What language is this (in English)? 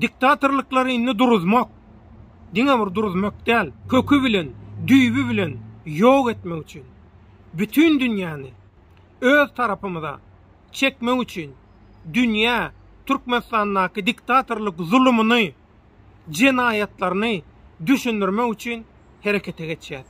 Turkmen